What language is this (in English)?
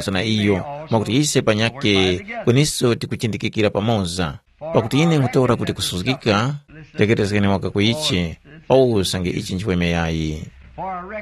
Tumbuka